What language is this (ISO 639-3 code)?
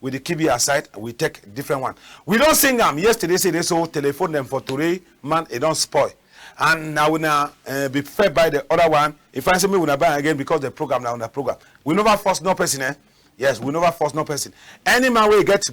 wes